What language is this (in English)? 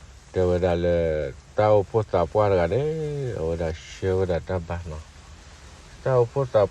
S'gaw Karen